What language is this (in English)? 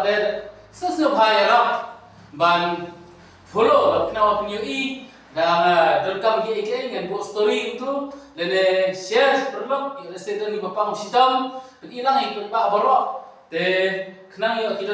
Khasi